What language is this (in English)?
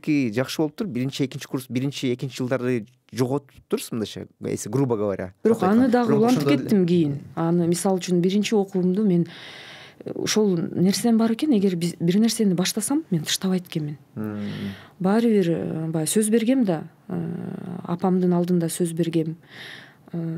Kyrgyz